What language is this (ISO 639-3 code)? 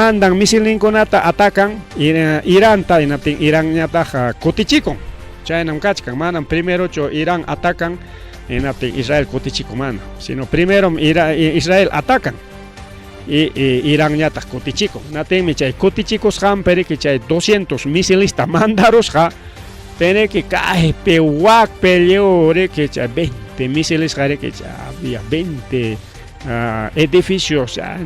quy